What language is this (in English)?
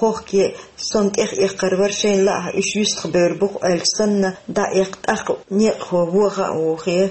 Chechen